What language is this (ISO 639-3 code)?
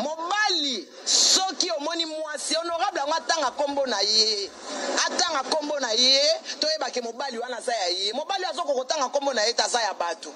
lin